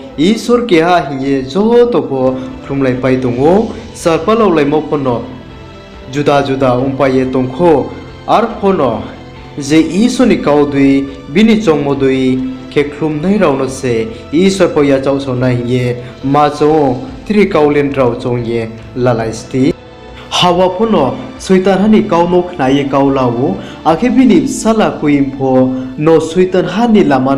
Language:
Riang (India)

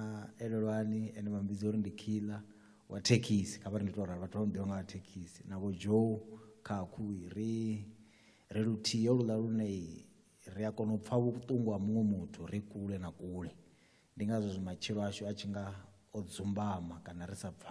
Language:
Venda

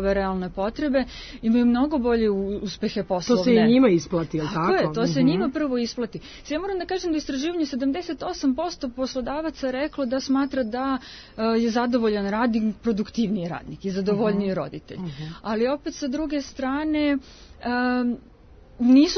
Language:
Serbian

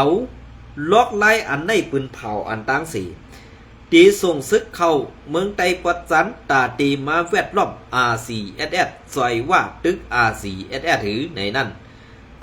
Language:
Shan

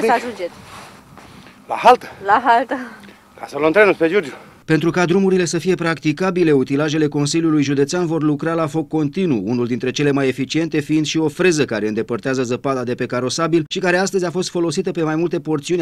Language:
Romanian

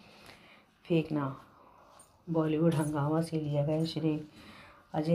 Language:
Hindi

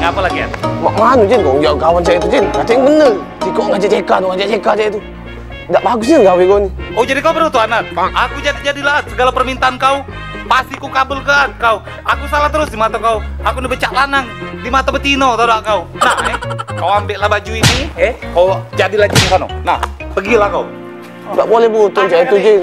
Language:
Musi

